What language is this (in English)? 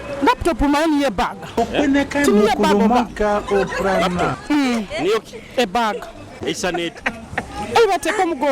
Nyoro